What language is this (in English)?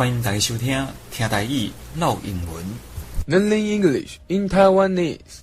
Min Nan Chinese